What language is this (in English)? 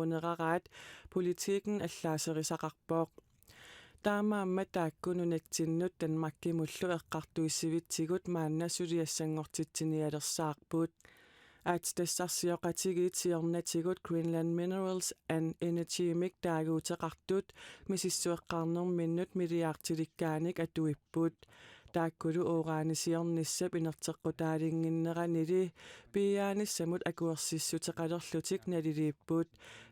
Kalaallisut